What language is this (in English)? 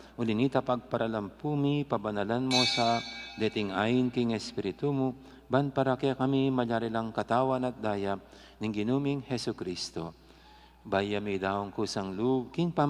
Pampanga